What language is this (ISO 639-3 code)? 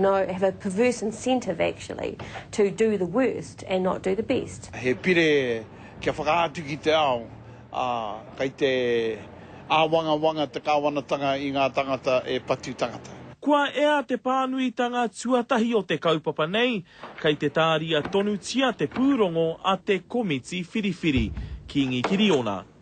mri